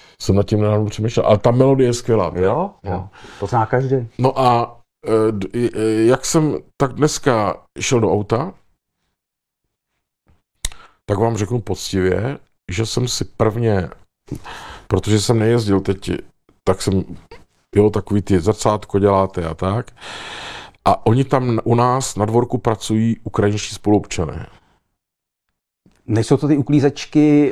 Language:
Czech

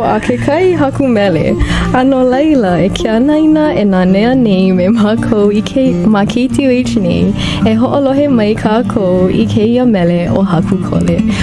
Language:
Hawaiian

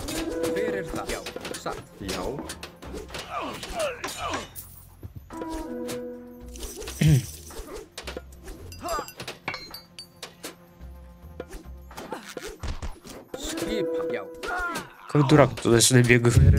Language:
Icelandic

